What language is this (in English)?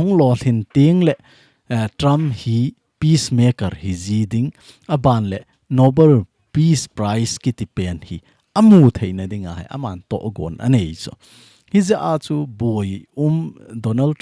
Thado Chin